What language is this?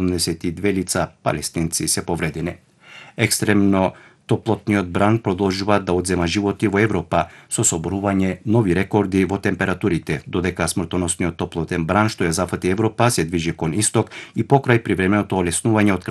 Macedonian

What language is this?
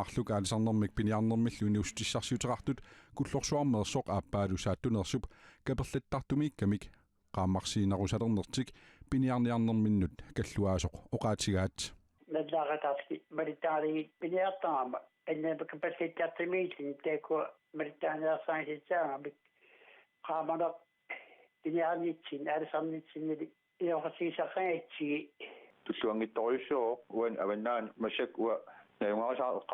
Kalaallisut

